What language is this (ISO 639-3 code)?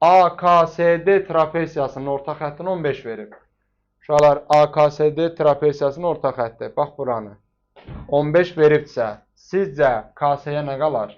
aze